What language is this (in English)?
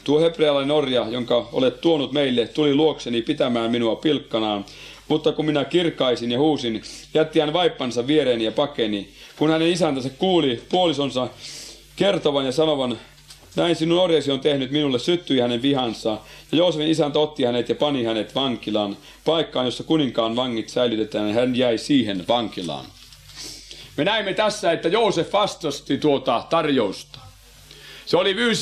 Finnish